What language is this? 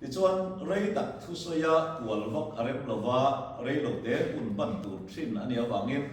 Mizo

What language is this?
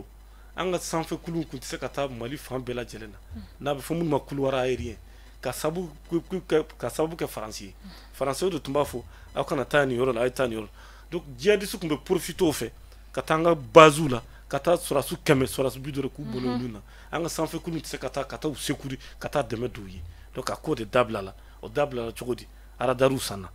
Bambara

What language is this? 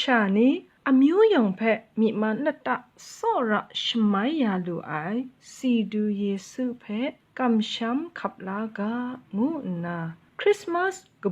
Kachin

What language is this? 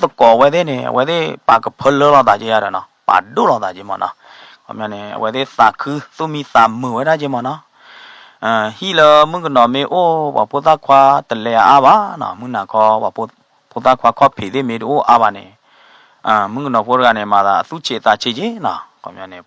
S'gaw Karen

